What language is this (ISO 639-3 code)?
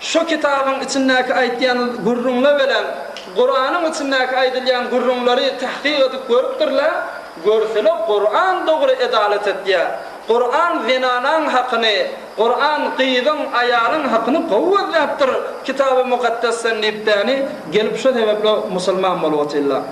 tuk